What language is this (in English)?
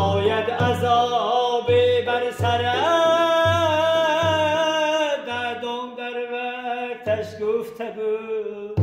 Tajik